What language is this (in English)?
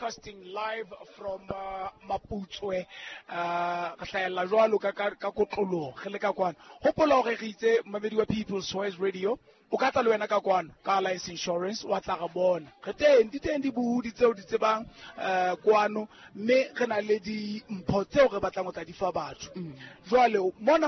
Southern Sotho